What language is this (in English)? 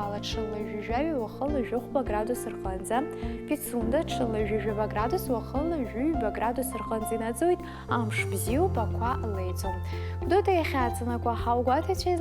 Abkhazian